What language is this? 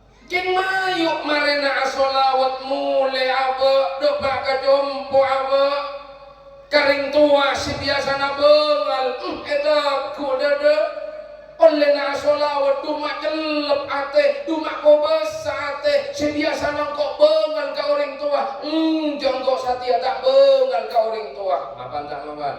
Madurese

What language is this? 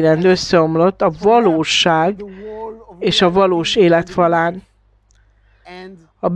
Hungarian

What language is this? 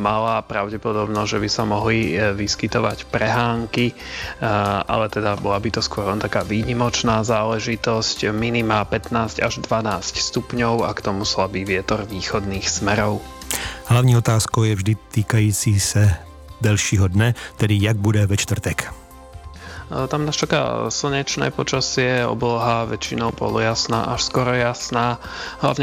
Slovak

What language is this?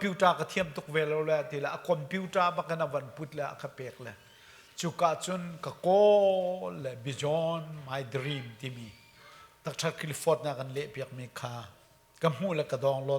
Hakha Chin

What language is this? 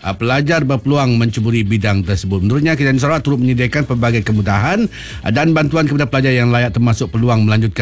Malay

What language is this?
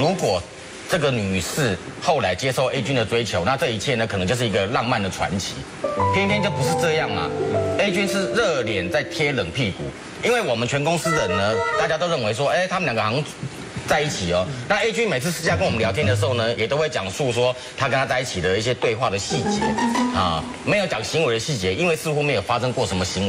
Chinese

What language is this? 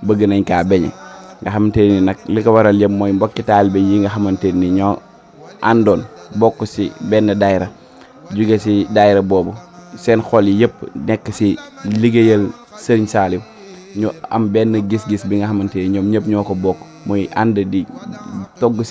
Wolof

